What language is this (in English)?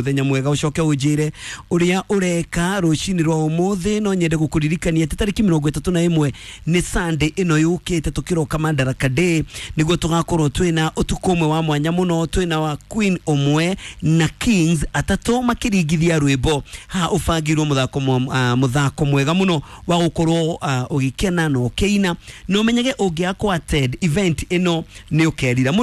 Kikuyu